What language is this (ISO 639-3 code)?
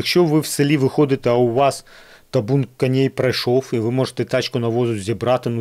ukr